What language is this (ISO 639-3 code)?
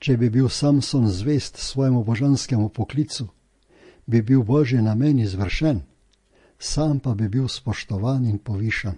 slv